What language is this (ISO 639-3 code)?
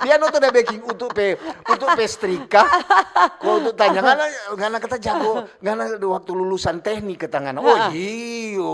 xmm